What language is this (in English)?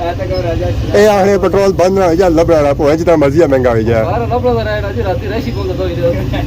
Pahari-Potwari